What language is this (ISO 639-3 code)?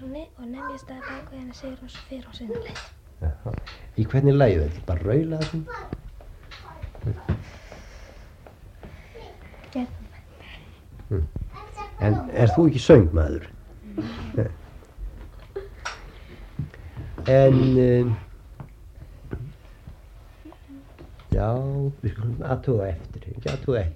isl